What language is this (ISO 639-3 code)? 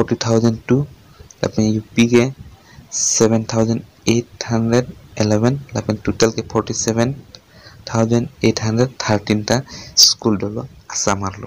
mjw